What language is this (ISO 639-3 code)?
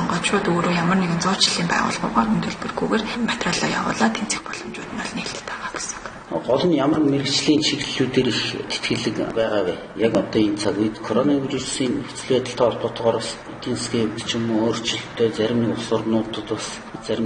mon